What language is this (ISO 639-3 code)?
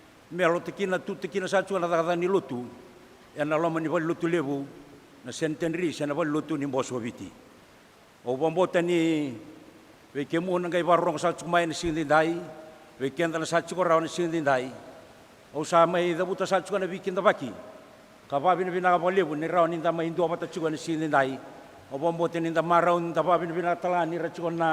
fij